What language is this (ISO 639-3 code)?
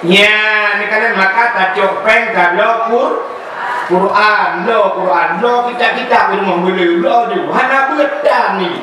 ace